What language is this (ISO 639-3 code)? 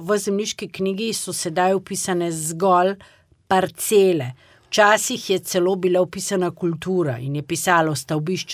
slv